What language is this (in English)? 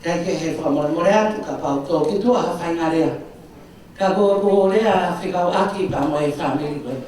Tongan